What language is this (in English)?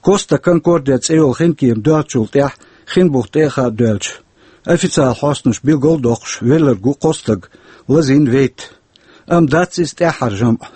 Chechen